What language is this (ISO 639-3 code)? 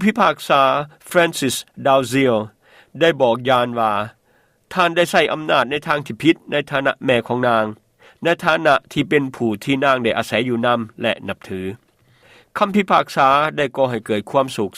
lao